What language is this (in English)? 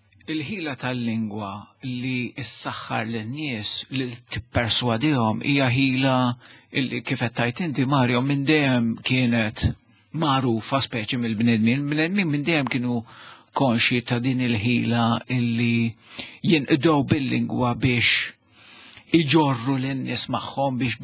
Maltese